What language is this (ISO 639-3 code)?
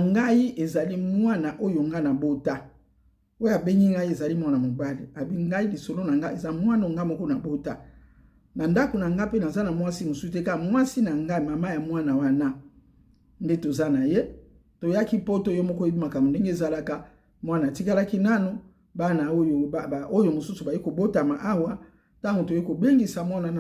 lin